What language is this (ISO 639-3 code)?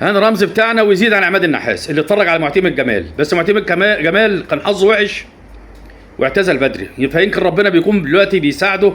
arz